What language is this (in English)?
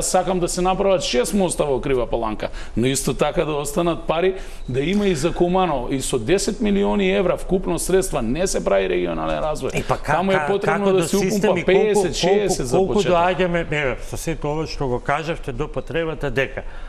Macedonian